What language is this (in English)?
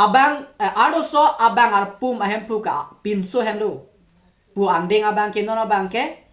Karbi